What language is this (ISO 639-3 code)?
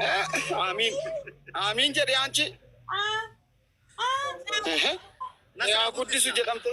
orm